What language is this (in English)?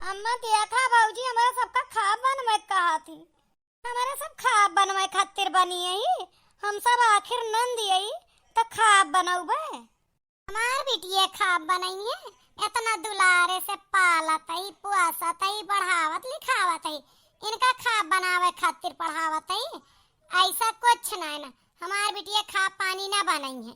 Awadhi